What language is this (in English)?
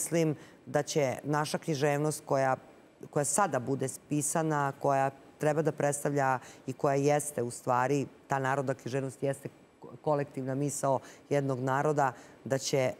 Serbian